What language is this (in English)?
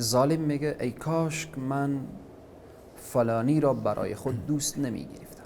Persian